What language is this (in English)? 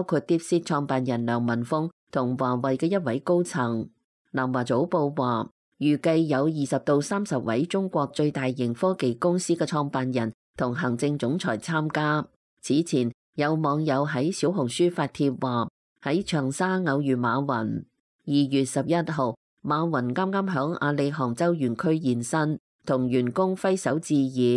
Cantonese